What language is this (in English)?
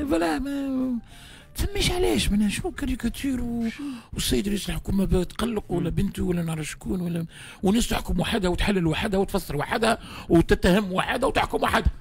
Tunisian Arabic